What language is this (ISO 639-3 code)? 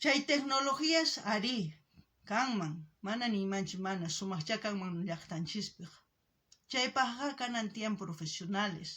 quh